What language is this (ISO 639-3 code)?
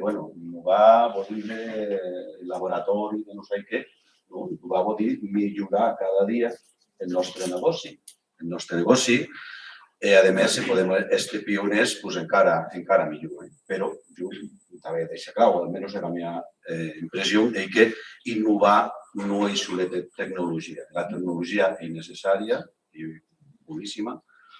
oci